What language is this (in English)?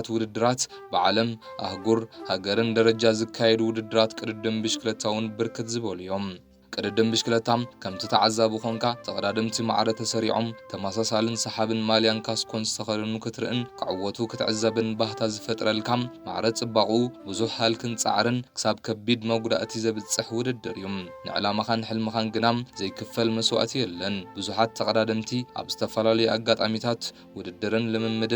Tigrinya